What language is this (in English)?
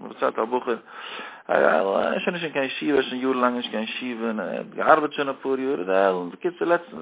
Yiddish